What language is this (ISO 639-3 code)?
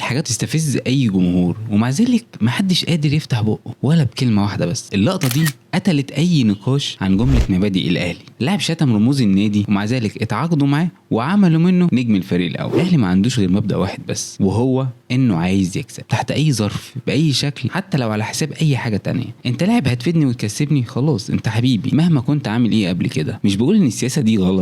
arz